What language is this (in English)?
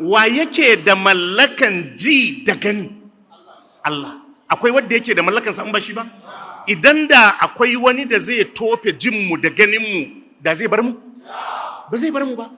Hausa